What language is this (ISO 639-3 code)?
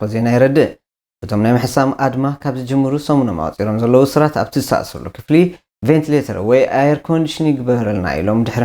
tir